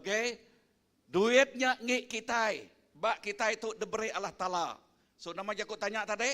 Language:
Iban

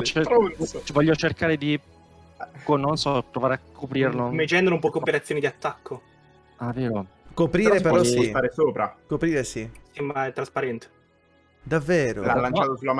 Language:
Italian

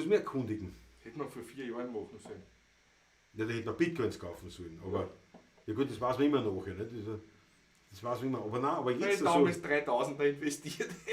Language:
Bavarian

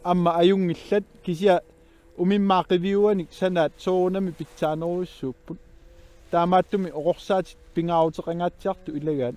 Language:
Kalaallisut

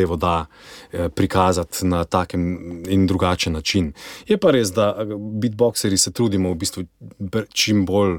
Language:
Slovenian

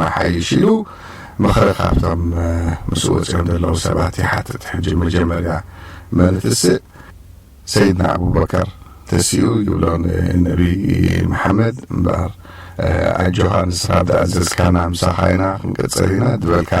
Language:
Tigrinya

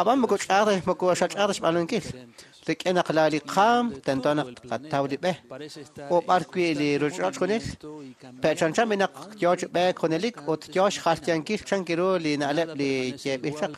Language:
Kekchí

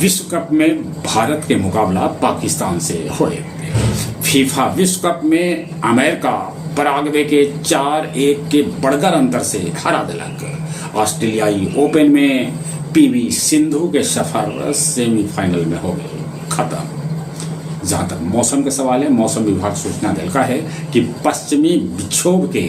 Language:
Magahi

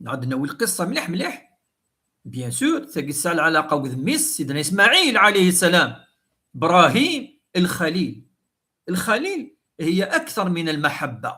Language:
Kabyle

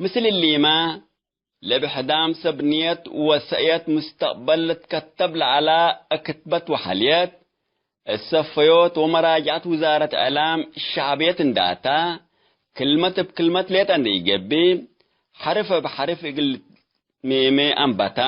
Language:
Tigre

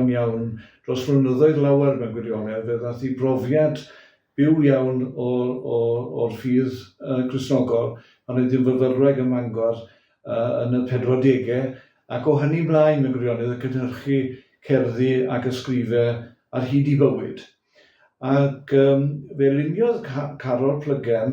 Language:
Welsh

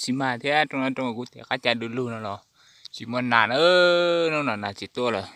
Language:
Hmong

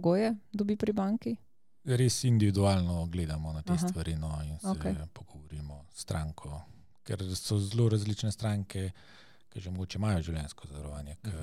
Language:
Slovenian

